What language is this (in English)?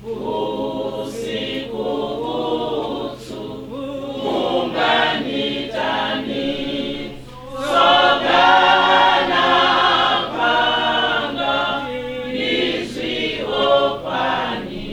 Venda